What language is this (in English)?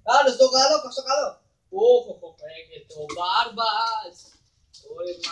Greek